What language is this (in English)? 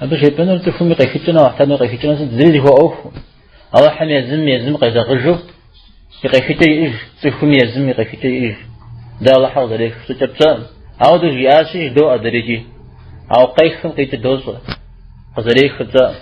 Kabardian